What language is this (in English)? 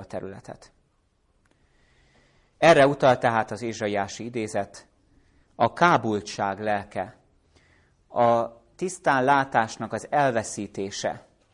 Hungarian